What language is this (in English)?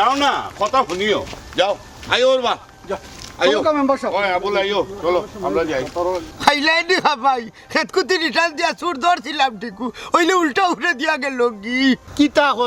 Sylheti